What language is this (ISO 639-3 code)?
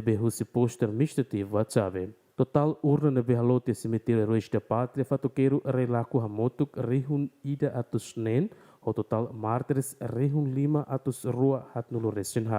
tet